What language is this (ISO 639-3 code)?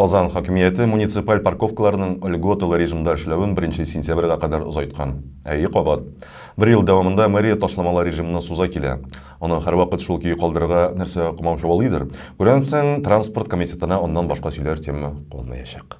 tat